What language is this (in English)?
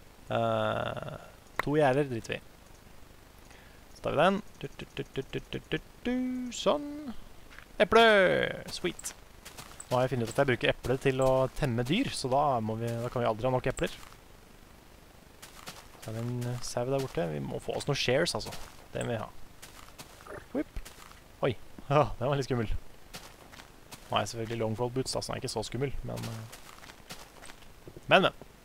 Norwegian